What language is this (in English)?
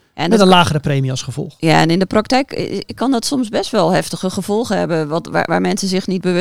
Dutch